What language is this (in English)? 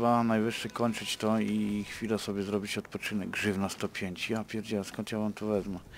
Polish